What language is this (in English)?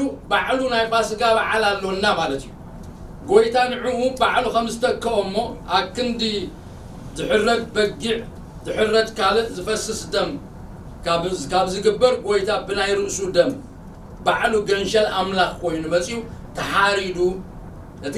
Tigrinya